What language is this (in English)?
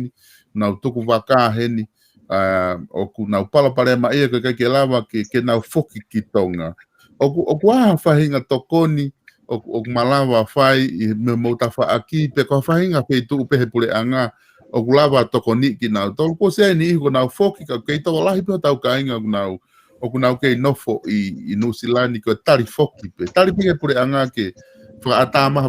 Tongan